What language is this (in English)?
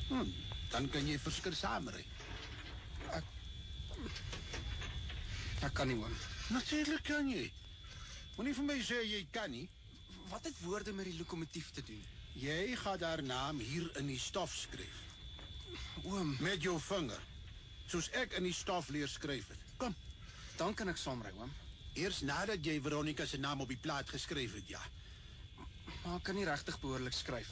Afrikaans